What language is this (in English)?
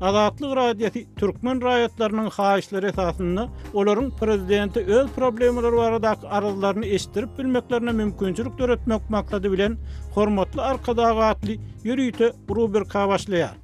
Turkmen